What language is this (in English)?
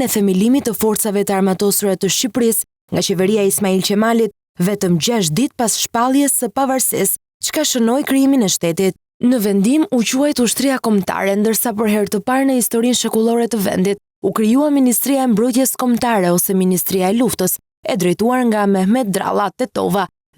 Albanian